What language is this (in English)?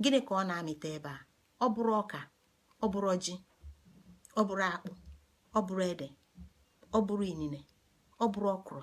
Igbo